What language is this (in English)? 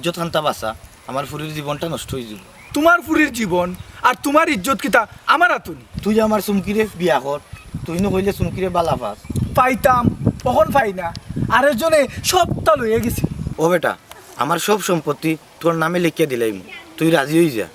Sylheti